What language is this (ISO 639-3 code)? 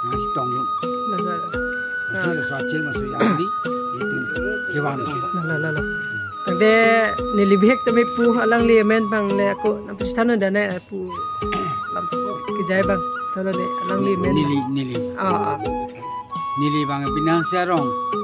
mjw